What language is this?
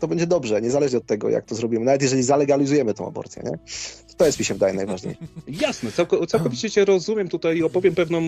Polish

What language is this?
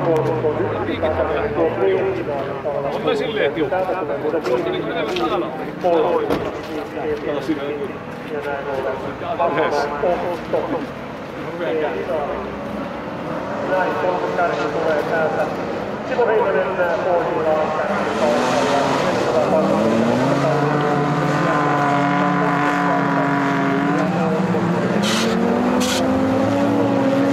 Finnish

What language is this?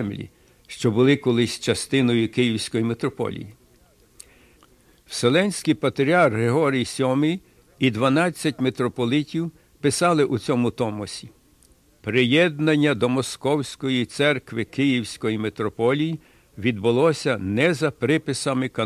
Ukrainian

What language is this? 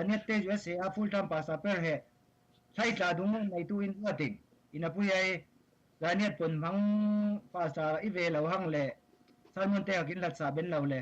Falam Chin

